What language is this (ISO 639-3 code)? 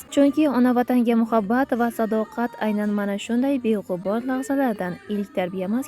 uzb